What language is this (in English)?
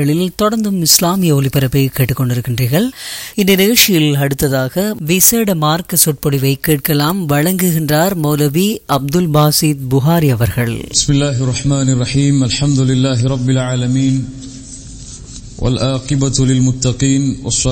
Tamil